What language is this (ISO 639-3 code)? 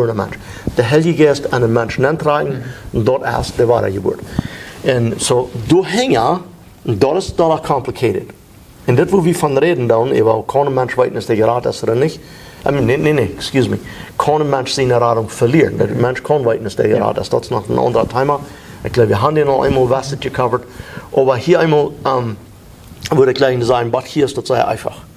pdt